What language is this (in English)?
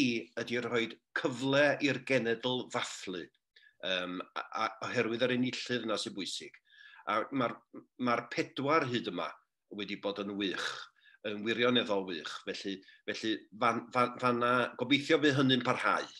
Welsh